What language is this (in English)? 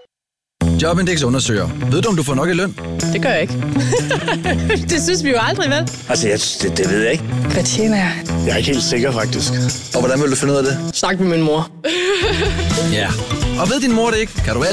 Danish